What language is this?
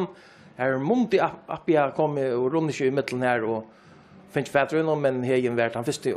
Faroese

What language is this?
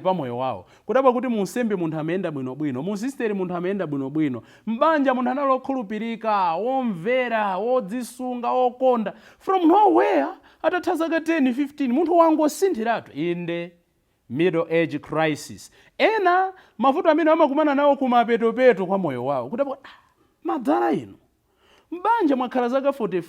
Nyanja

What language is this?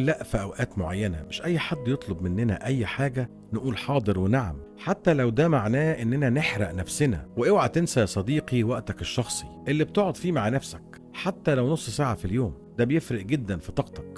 Egyptian Arabic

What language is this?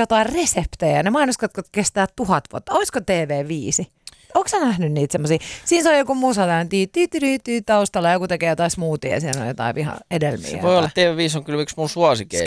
Finnish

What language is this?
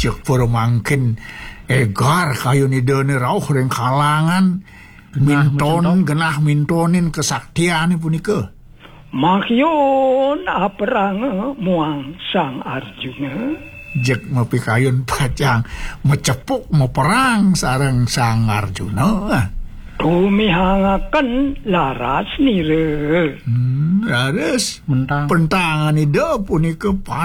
Balinese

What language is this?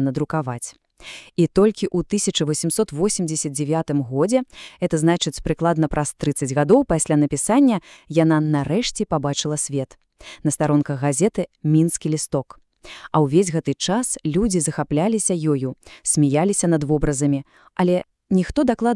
Belarusian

